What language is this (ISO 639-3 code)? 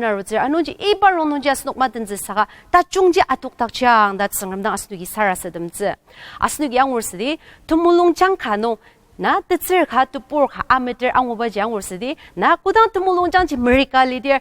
njo